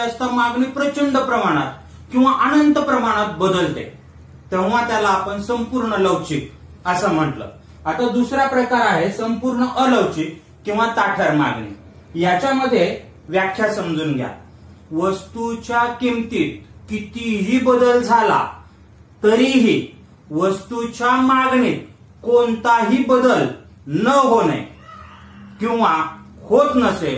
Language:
Marathi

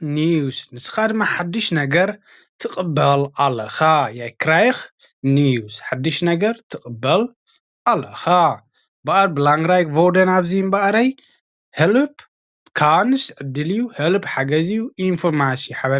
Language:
Tigrinya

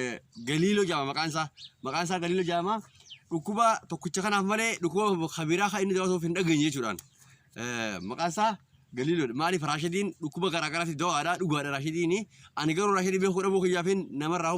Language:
Oromo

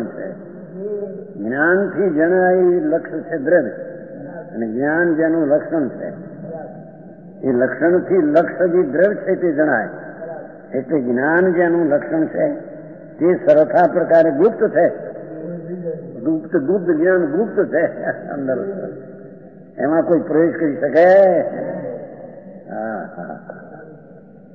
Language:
Gujarati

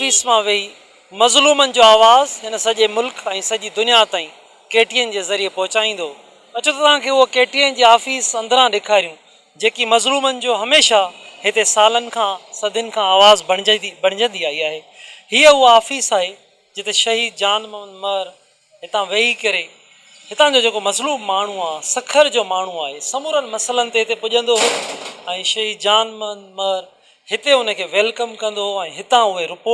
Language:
Sindhi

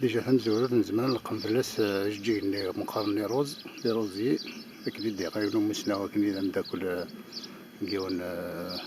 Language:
Kabyle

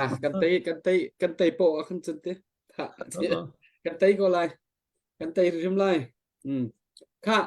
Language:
Hakha Chin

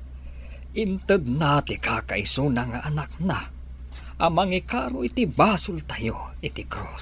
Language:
Iloko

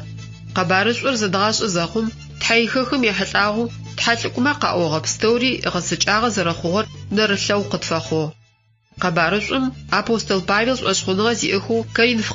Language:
Adyghe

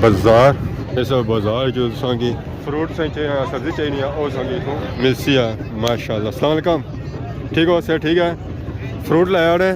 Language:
Pahari-Potwari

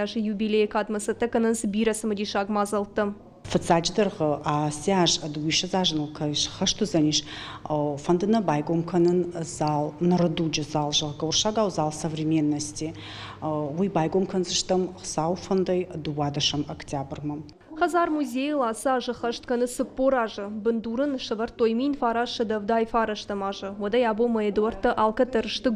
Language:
Ossetic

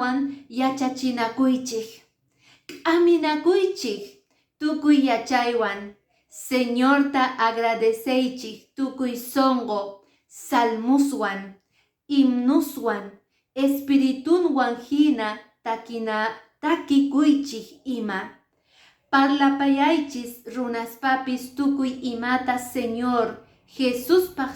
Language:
Quechua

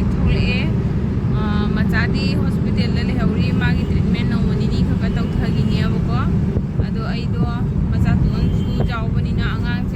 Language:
Manipuri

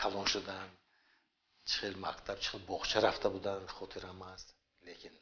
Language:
Tajik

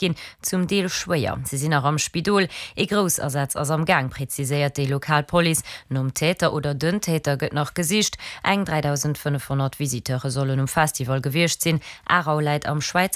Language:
Luxembourgish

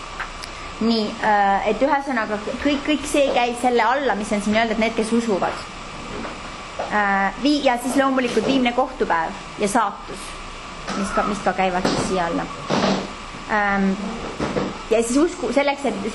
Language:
Estonian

